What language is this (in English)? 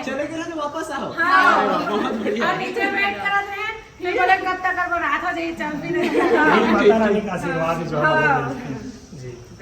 Chhattisgarhi